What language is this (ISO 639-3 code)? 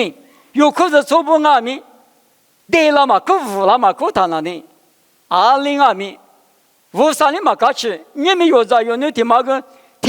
lis